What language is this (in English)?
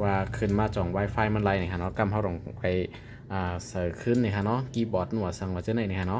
Shan